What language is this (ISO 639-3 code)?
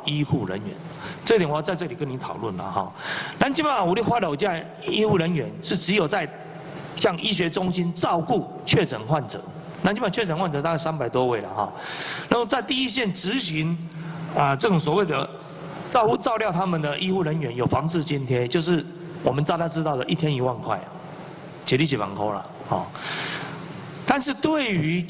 zho